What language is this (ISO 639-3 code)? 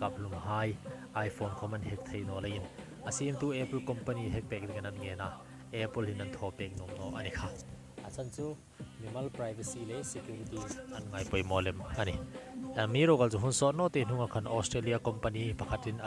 hmr